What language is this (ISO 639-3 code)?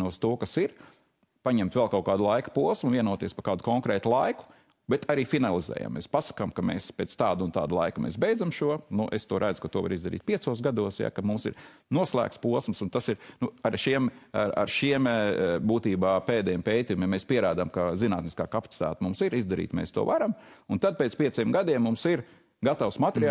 lav